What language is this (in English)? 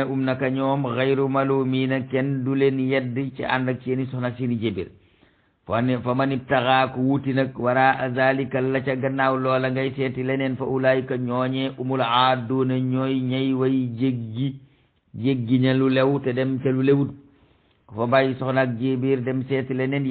Wolof